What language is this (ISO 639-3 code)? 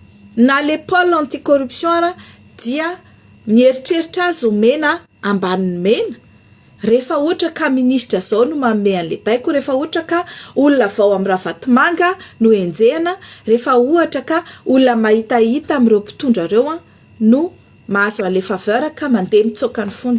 mlg